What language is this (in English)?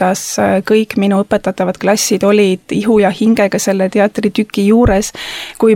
Estonian